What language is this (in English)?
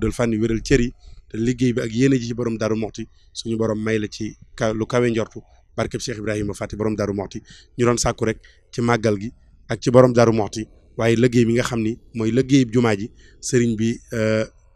Wolof